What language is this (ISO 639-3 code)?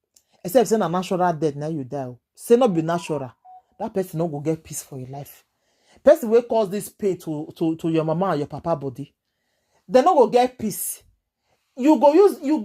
pcm